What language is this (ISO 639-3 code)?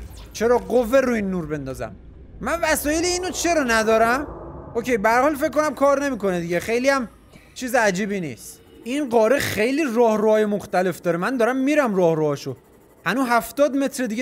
fas